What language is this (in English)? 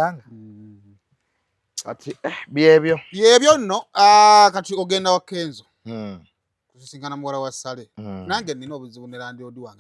Ganda